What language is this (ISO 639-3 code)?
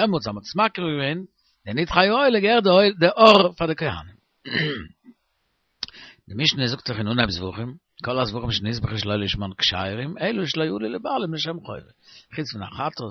yid